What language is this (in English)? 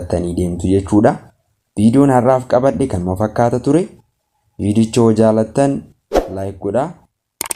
Oromo